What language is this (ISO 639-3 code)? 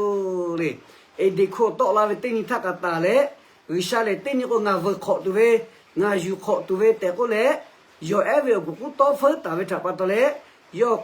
lhu